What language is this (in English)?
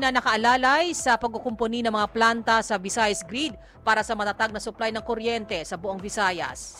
Filipino